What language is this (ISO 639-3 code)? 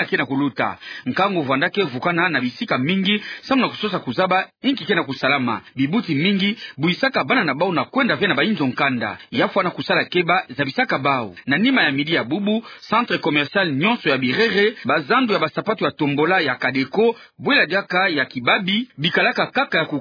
ktu